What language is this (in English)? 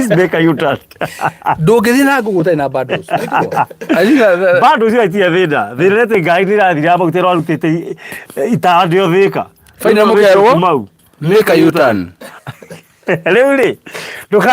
Kikuyu